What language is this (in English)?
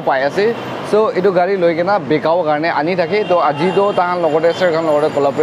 Naga Pidgin